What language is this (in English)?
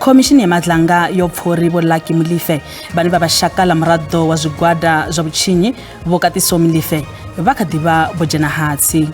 Venda